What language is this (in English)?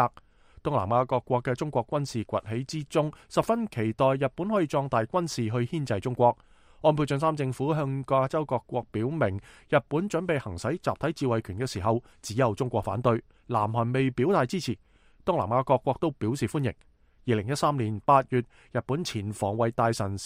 Cantonese